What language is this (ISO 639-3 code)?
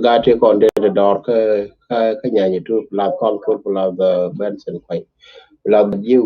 nus